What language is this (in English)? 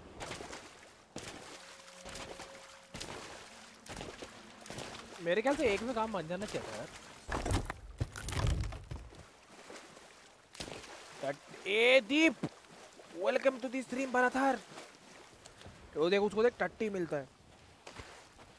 Hindi